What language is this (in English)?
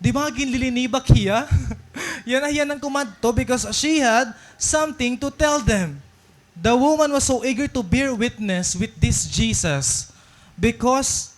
Waray